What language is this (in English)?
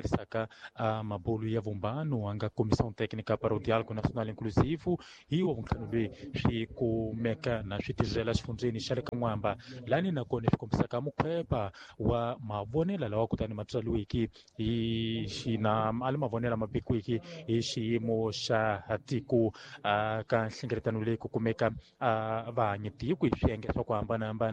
Tsonga